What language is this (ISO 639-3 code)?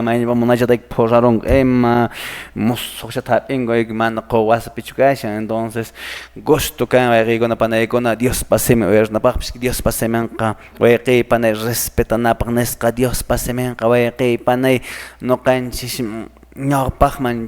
que